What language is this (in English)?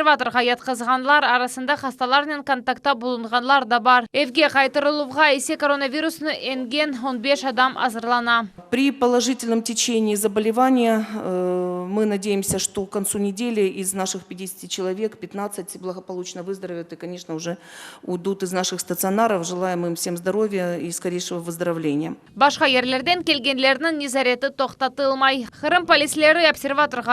Crimean Tatar